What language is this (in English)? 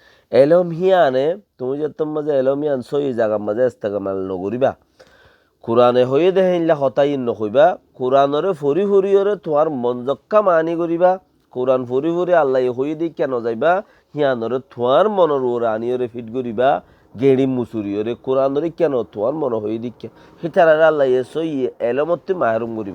Rohingya